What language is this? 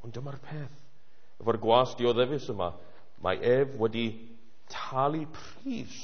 Welsh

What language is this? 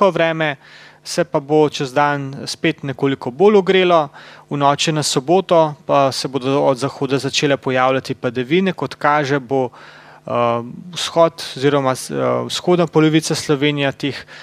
Slovenian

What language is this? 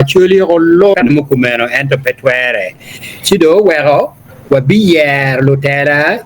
Acoli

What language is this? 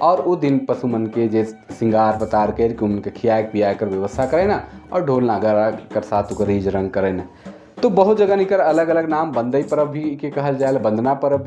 Sadri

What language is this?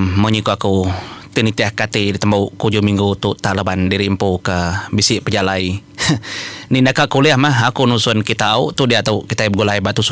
Iban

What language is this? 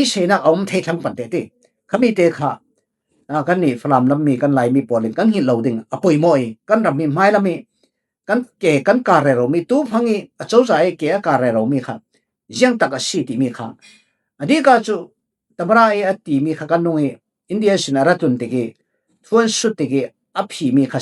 Falam Chin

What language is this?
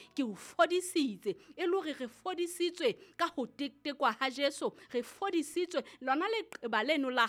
Southern Sotho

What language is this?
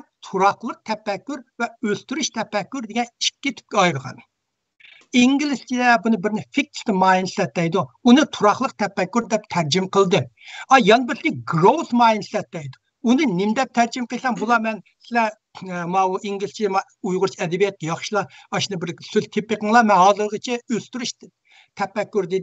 Uyghur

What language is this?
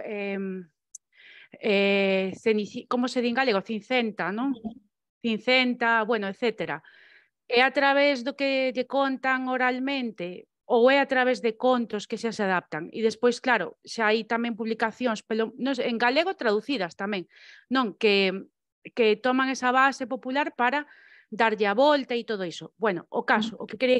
Galician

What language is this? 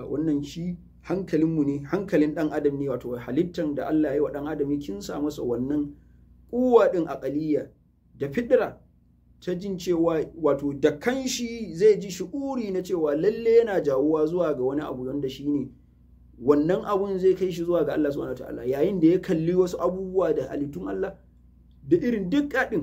Hausa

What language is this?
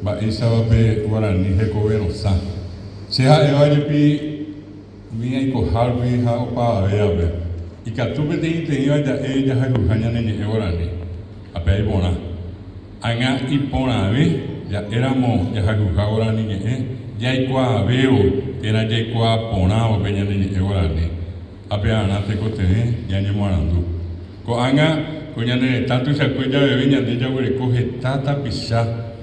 Guarani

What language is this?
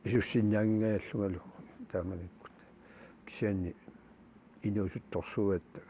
Kalaallisut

